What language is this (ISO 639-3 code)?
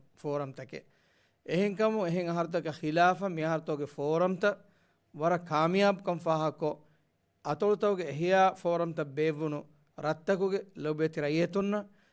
div